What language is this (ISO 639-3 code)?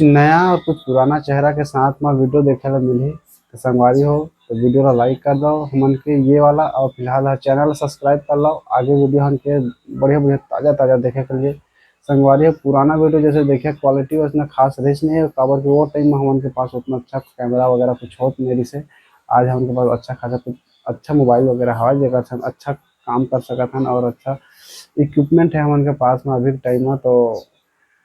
hne